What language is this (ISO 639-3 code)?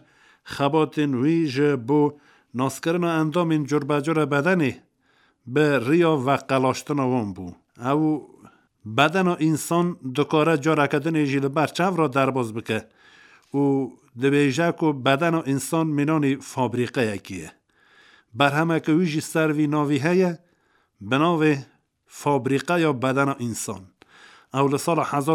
kur